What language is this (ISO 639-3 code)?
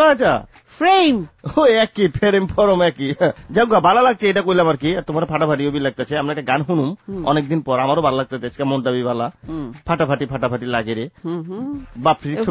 ben